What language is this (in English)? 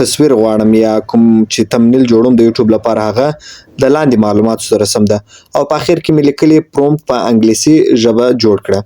Pashto